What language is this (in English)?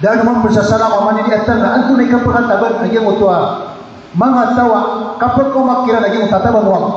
Maranao